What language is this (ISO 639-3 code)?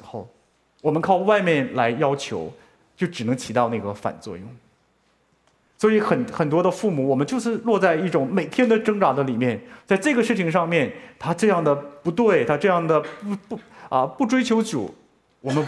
zho